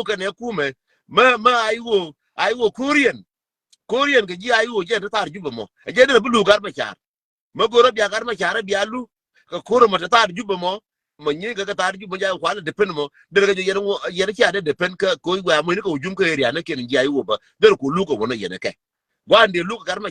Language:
Nuer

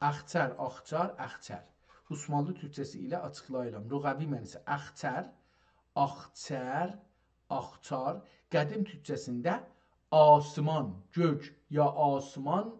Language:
South Azerbaijani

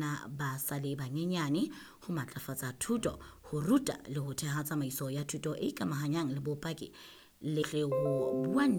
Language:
Southern Sotho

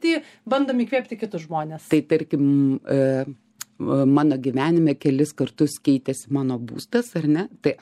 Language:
Lithuanian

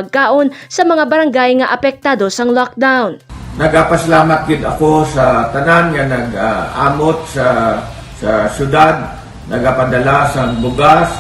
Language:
Hiligaynon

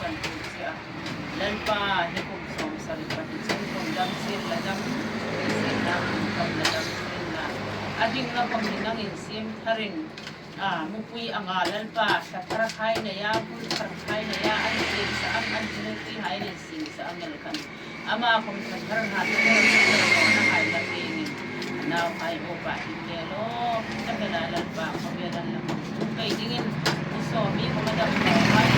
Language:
Hmar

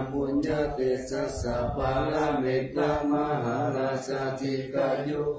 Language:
Pali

